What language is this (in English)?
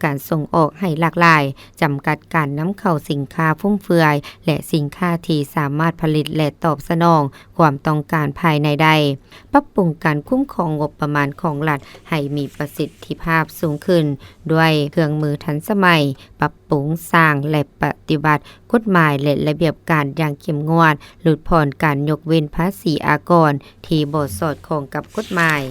Lao